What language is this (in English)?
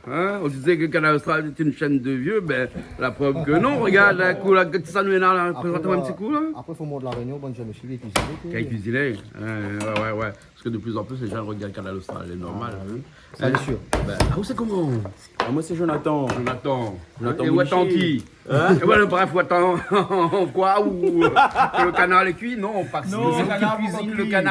Réunion Creole French